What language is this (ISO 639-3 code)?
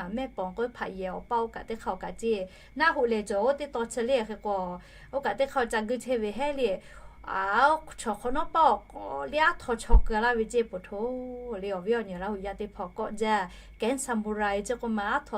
lhu